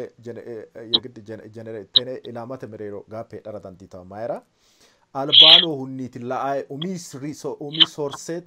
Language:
Sidamo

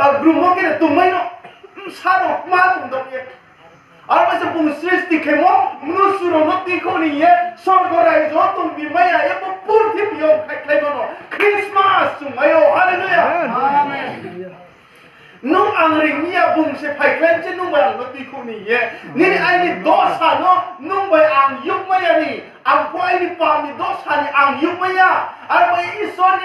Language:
Riang (India)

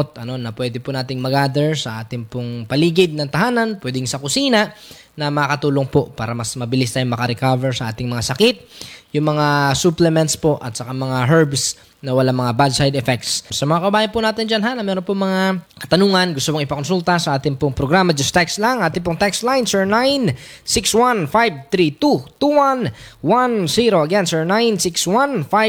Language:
Filipino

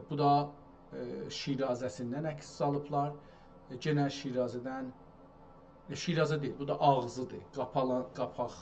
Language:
South Azerbaijani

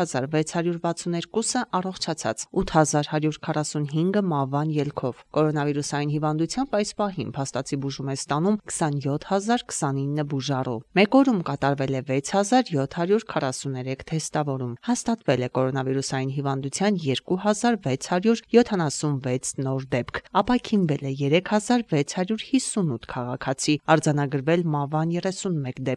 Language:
Armenian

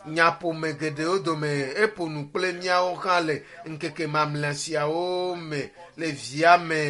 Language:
Ewe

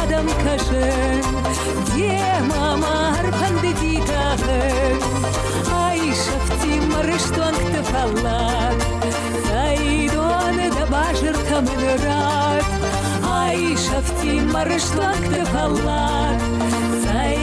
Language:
Ossetic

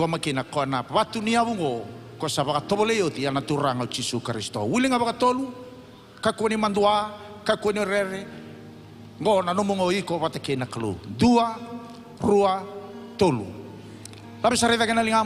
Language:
Fijian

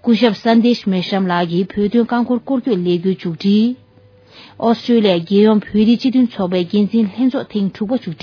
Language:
Tibetan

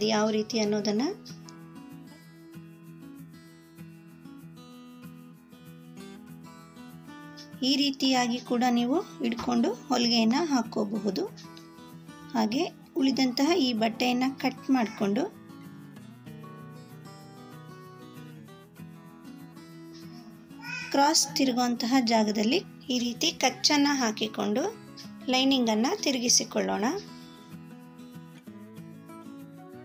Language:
Kannada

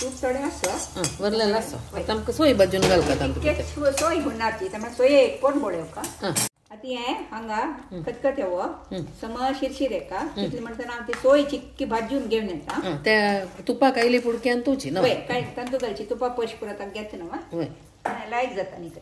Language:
Konkani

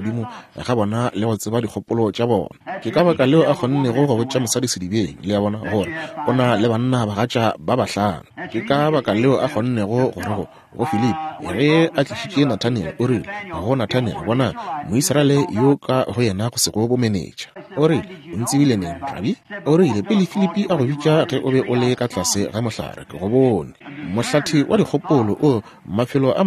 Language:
Northern Sotho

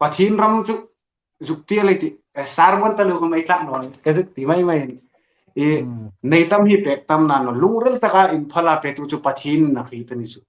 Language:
Hmar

